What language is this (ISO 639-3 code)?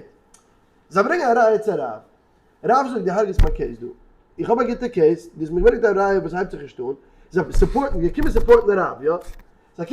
yid